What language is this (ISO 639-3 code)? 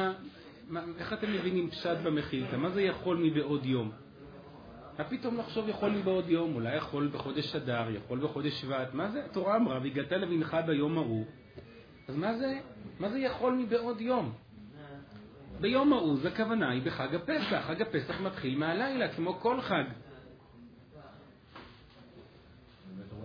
heb